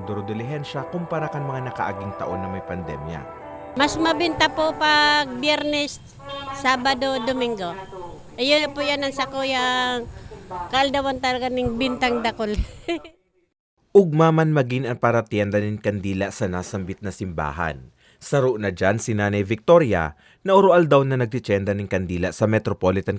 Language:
Bikol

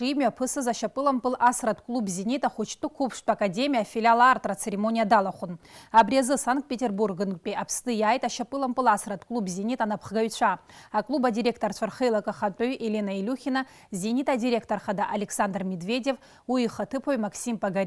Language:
Abkhazian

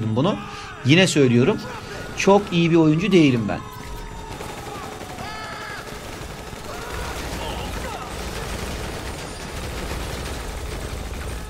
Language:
Turkish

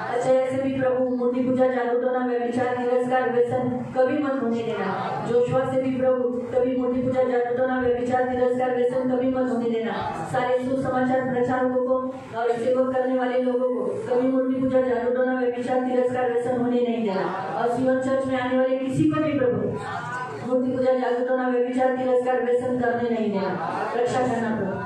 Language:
Hindi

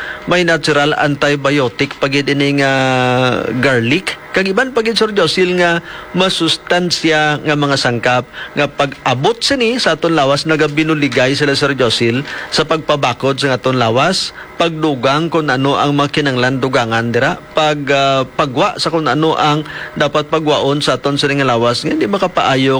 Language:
Hiligaynon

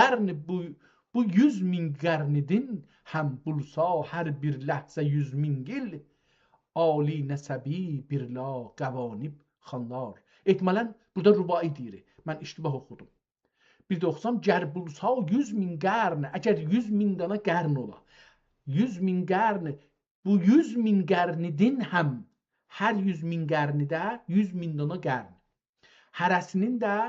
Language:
South Azerbaijani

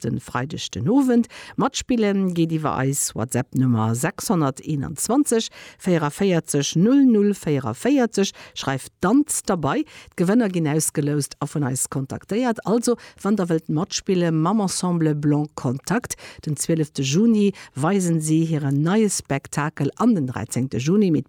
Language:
Luxembourgish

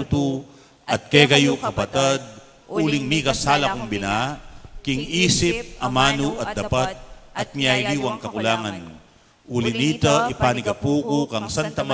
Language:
Pampanga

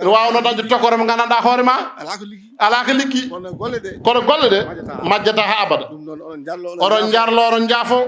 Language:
Fula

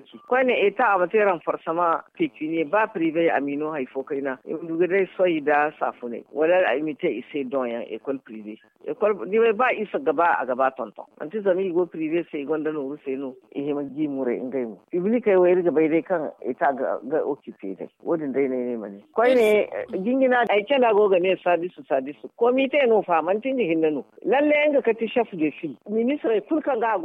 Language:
Zarma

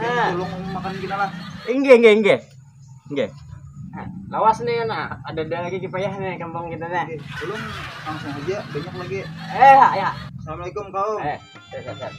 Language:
Banjar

